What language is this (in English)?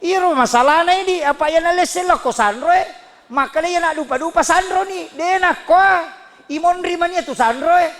Buginese